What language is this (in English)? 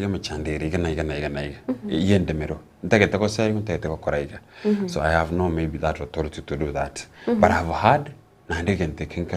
Gusii